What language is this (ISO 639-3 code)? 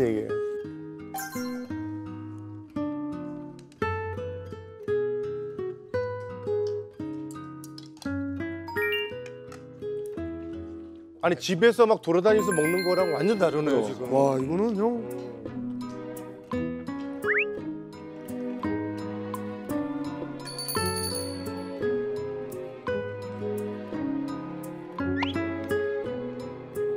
kor